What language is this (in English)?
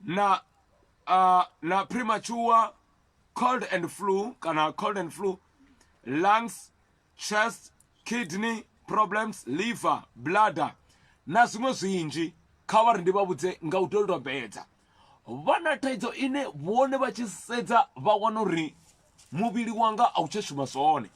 Venda